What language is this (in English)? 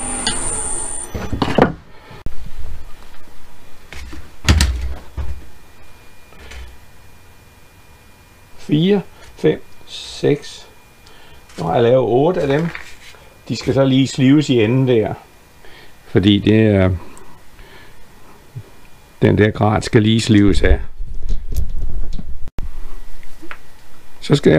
Danish